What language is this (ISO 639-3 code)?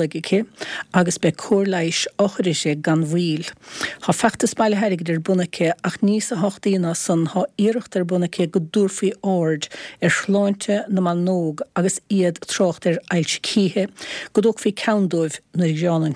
gle